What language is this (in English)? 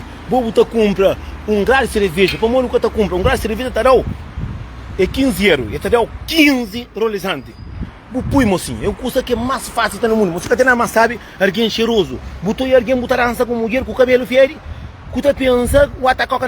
Kabuverdianu